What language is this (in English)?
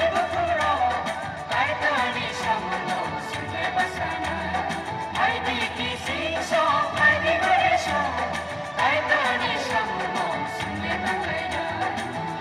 Kok Borok